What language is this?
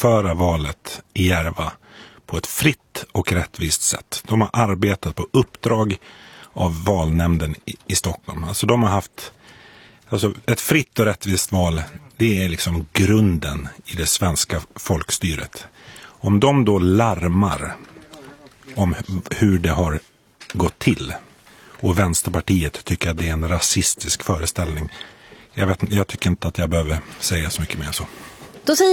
Swedish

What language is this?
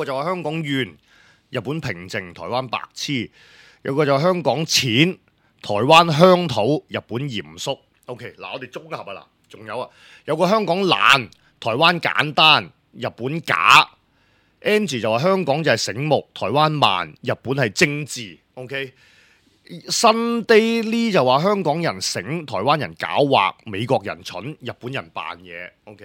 Cantonese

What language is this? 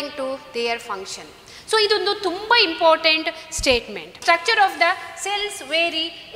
Kannada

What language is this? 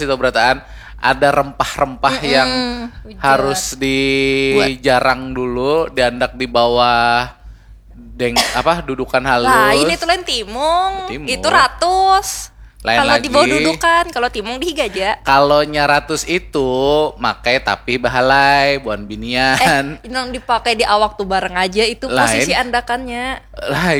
Banjar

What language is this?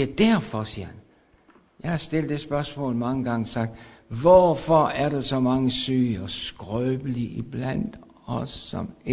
Danish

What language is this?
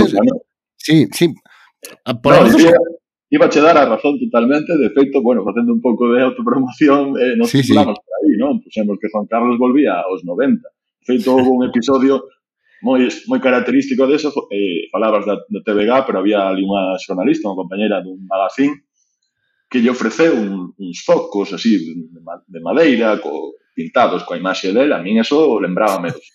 Galician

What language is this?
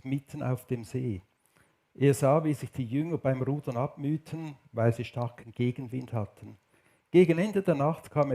Swiss German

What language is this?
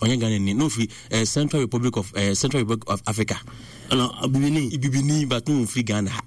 Akan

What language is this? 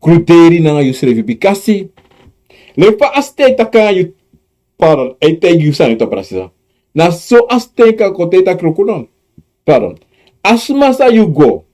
Sranan Tongo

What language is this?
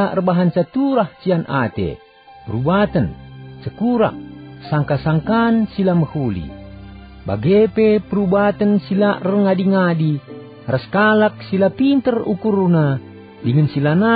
Batak Karo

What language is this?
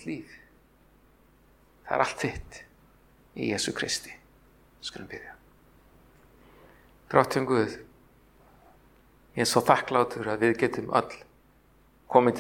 Icelandic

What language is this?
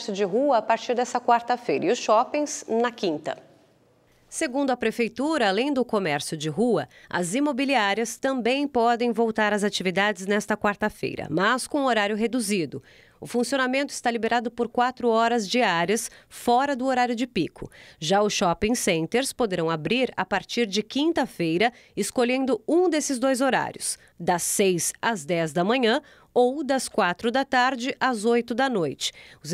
Portuguese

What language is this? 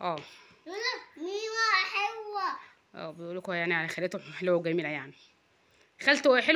Egyptian Arabic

